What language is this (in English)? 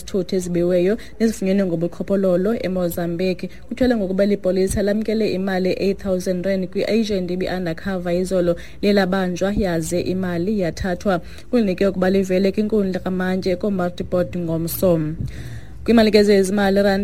Xhosa